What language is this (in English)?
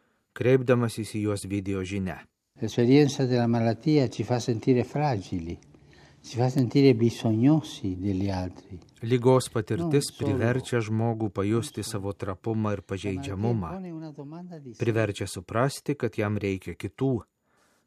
Lithuanian